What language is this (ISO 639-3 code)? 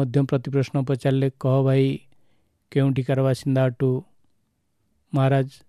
ori